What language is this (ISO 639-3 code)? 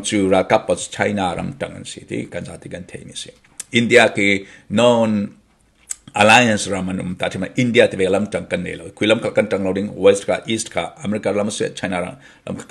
cfm